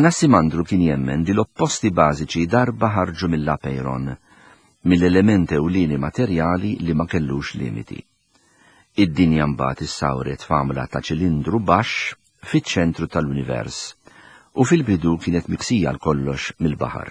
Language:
Maltese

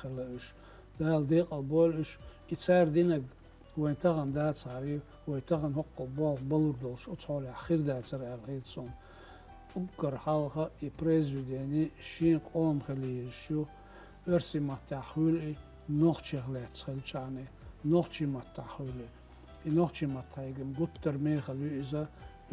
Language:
Chechen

